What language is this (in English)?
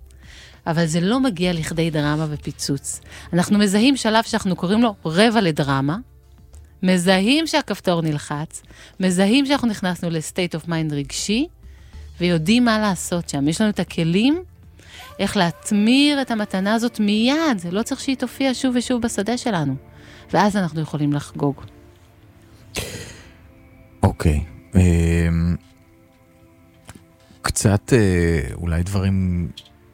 Hebrew